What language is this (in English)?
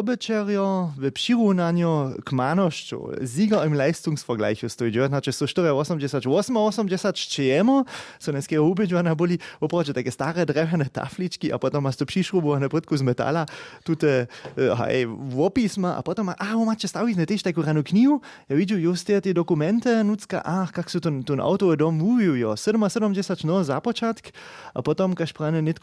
Upper Sorbian